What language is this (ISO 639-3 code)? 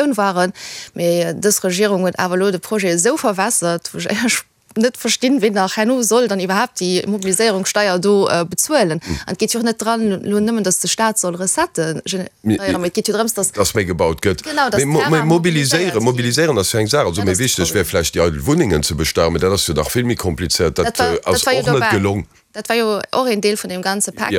ltz